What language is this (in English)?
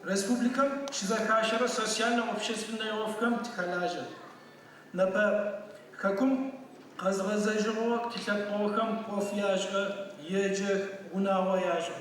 Adyghe